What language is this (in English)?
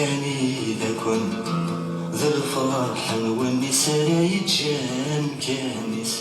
Kabyle